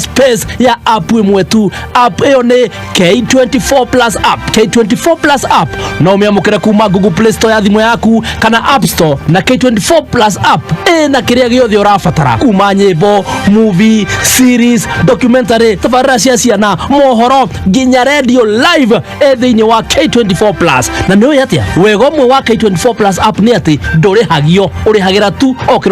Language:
Kikuyu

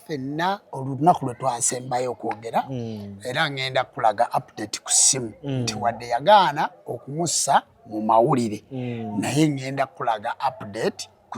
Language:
Ganda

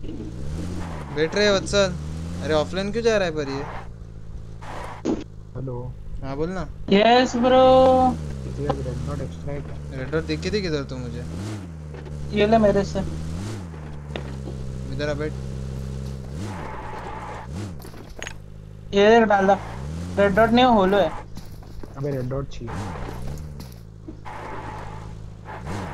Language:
Hindi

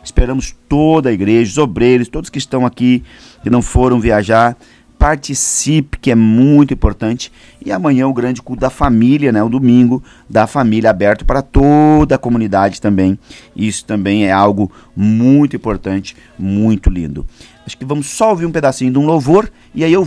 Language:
Portuguese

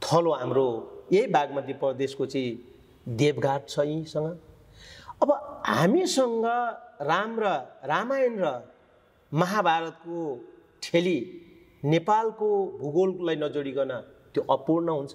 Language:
Nepali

